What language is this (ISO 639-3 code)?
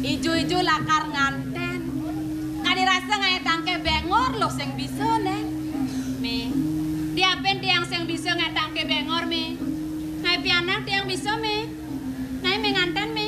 ban